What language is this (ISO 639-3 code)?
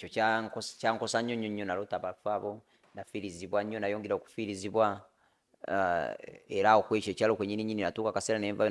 lug